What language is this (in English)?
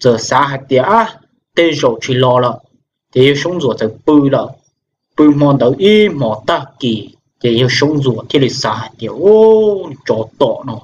Hmong